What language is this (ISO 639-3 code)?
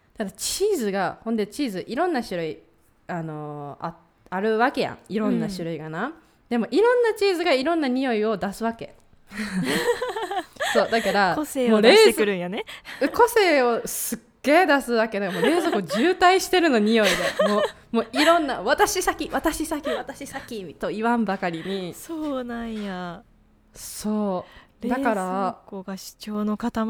jpn